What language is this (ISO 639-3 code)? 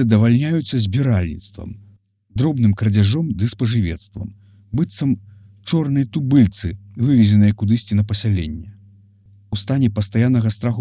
bel